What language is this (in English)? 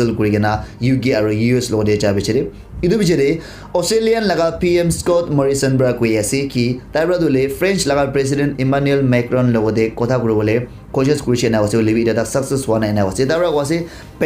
Naga Pidgin